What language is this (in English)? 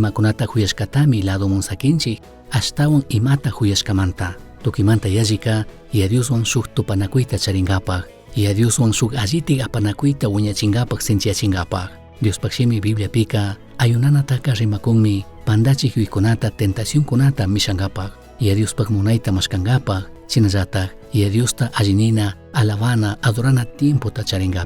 Chimborazo Highland Quichua